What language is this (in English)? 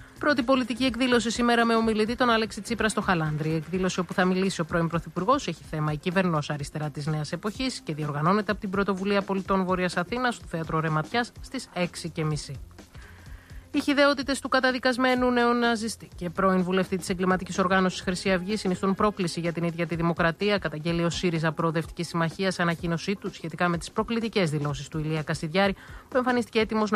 Greek